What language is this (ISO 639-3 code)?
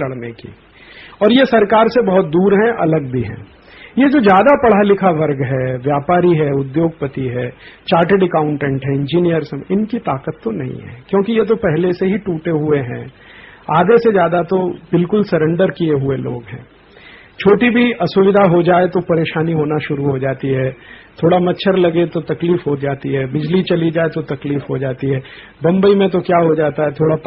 hin